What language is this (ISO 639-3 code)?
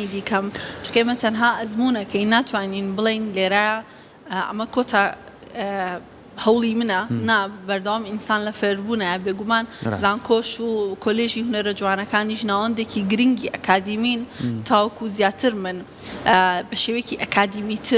ckb